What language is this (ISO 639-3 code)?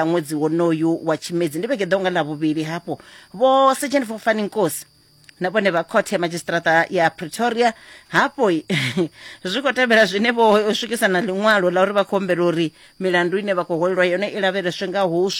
ven